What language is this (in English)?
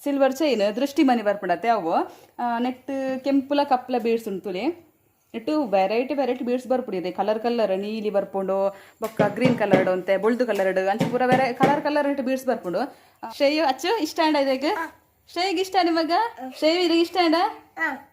Tulu